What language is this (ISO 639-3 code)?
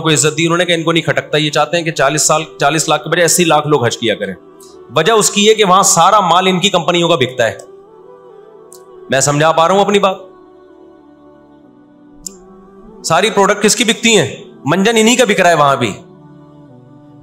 urd